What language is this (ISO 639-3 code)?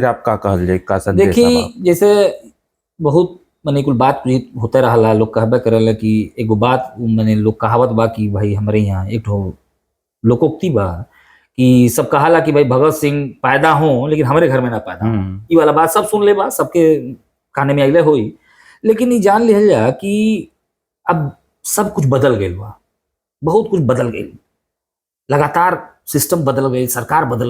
bho